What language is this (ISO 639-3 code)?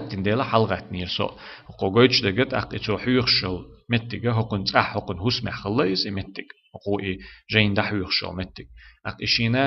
che